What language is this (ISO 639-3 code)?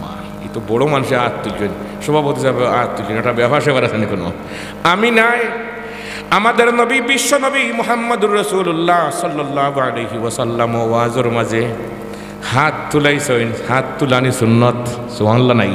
syl